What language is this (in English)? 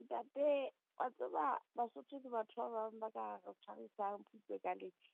Southern Sotho